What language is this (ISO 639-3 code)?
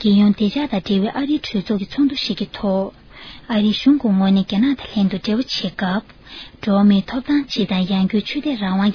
bod